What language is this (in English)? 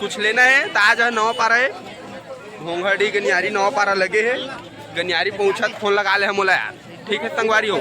Chhattisgarhi